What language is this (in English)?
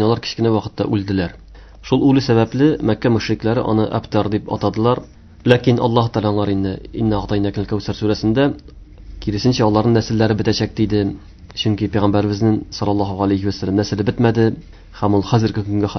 Tatar